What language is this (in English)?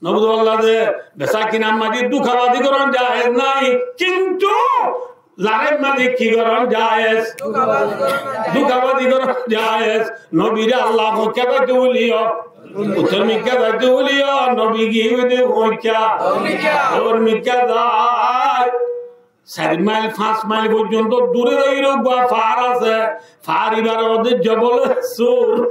Rohingya